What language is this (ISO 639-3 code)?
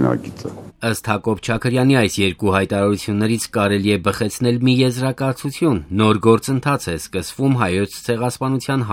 hye